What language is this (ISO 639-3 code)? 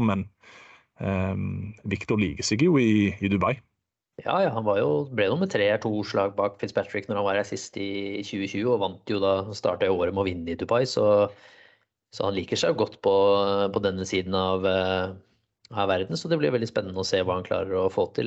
nor